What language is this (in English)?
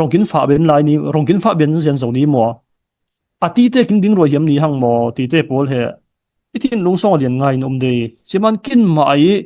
Falam Chin